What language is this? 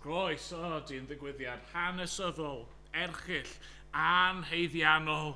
Welsh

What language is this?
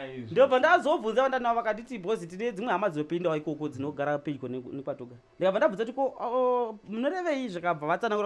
Shona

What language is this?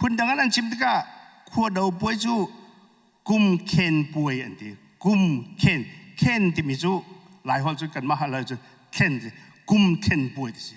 Hakha Chin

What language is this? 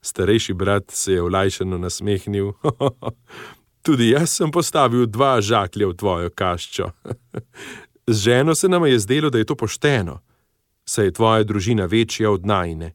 Slovenian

